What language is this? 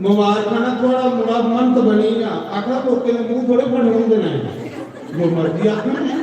Dogri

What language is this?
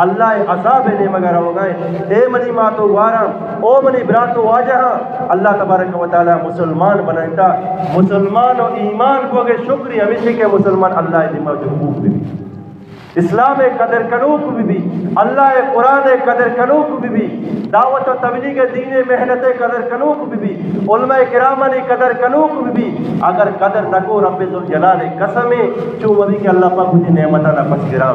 Eastern Balochi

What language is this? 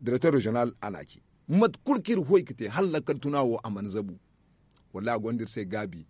Zarma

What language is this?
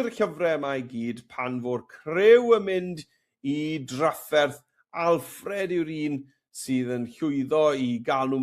Welsh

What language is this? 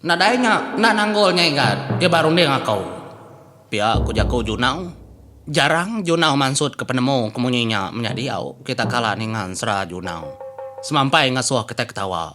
Iban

